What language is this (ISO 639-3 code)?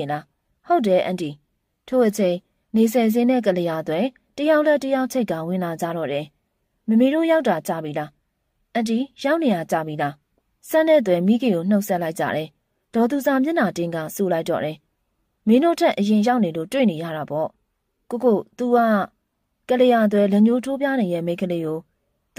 mya